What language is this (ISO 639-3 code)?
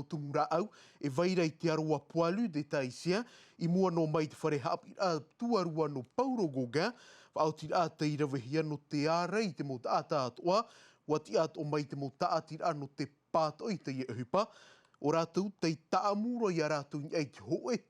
tah